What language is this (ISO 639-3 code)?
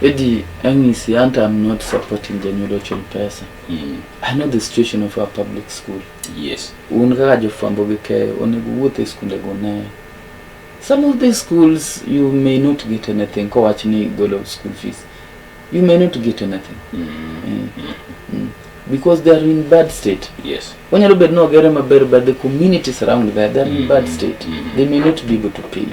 luo